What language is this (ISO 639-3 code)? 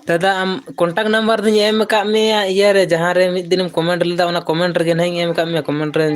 sat